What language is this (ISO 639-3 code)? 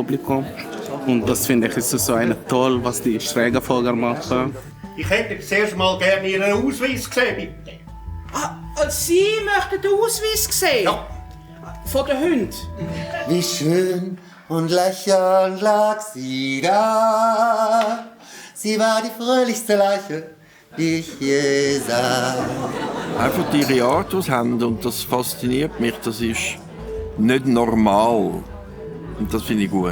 gsw